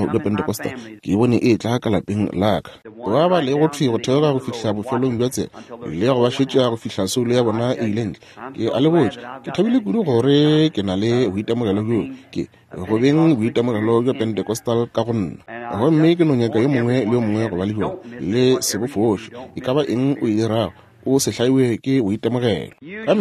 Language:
Northern Sotho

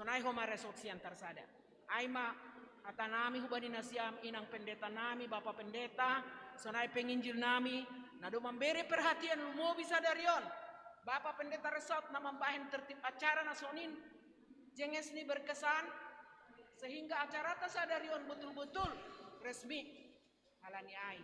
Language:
Batak Simalungun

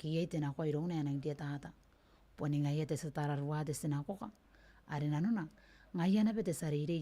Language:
Gilbertese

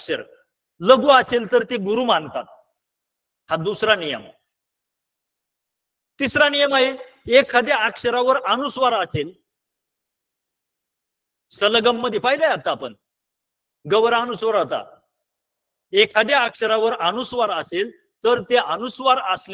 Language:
Marathi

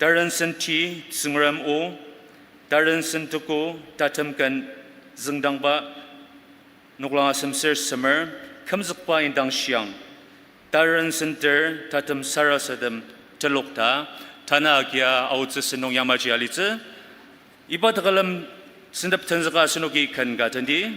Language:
Ao Naga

